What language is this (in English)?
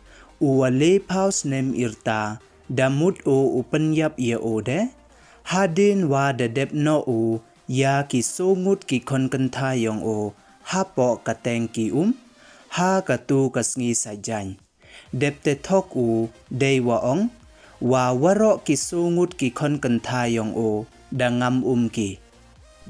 Pnar